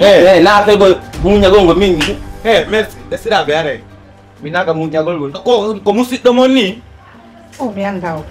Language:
Fula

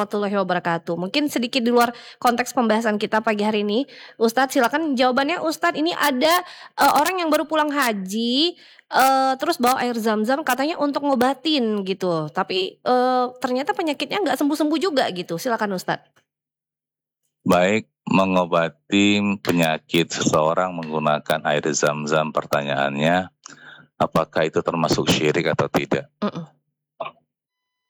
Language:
Indonesian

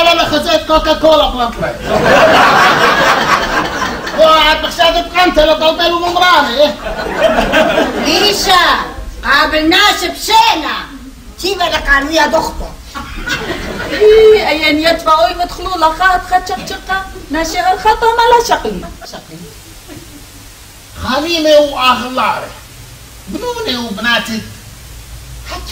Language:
Assyrian Neo-Aramaic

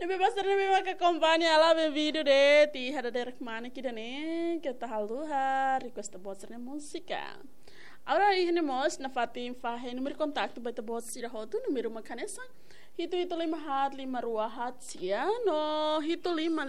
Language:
Tetum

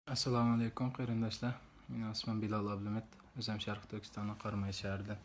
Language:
Uyghur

